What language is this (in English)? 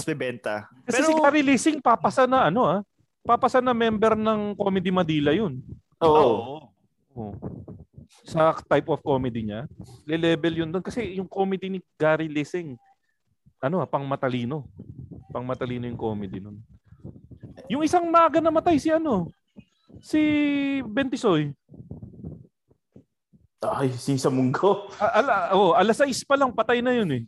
Filipino